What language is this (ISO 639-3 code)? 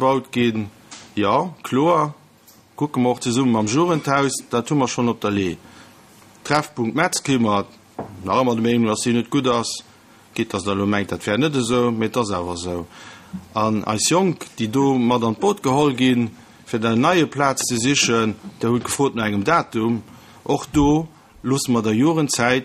ltz